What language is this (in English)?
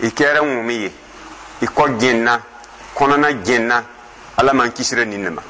Dyula